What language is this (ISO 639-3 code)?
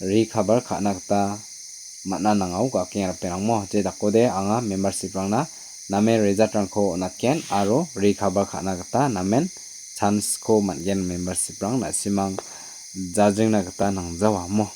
grt